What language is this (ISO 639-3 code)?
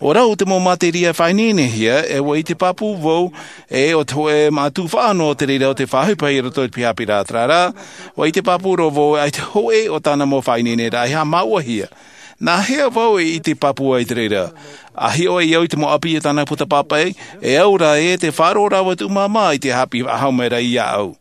tah